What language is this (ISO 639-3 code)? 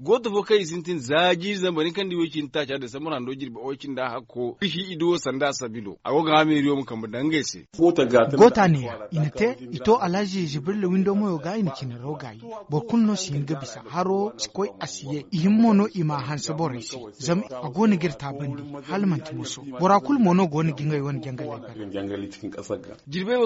dje